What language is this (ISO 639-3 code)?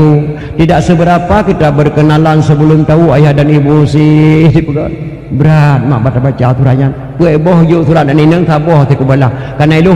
ace